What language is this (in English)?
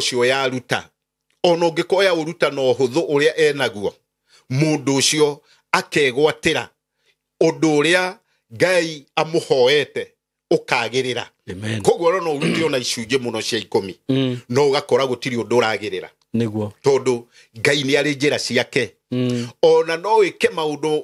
Kikuyu